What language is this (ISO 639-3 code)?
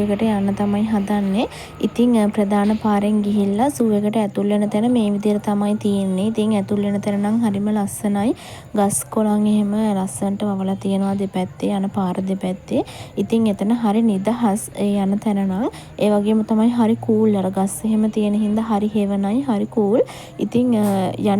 sin